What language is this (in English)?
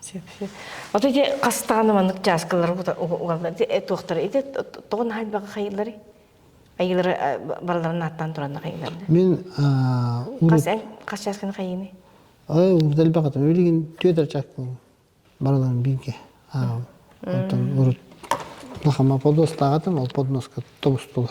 Yakut